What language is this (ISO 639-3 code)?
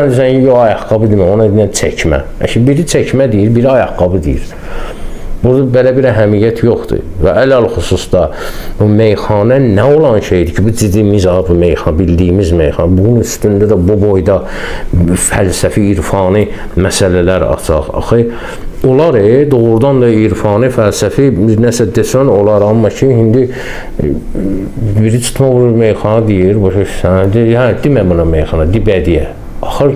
aze